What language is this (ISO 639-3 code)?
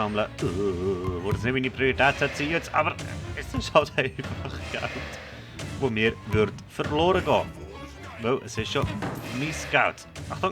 gsw